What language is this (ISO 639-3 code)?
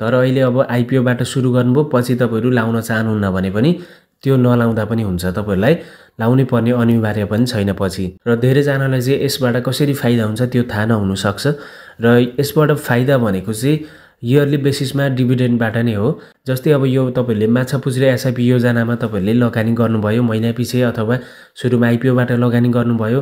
nep